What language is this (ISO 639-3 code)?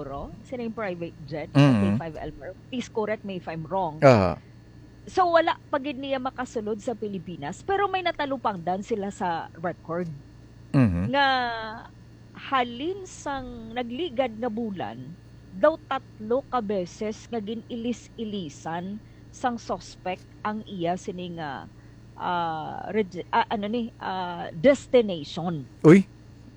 hil